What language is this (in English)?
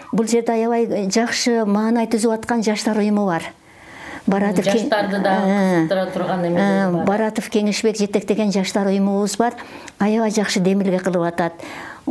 Kyrgyz